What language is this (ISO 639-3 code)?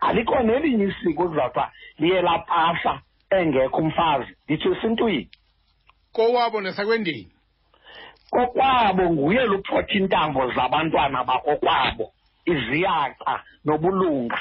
xho